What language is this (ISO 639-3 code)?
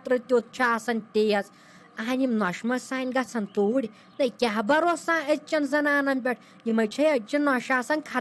kas